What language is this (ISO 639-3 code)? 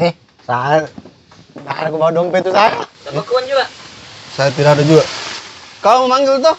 mfp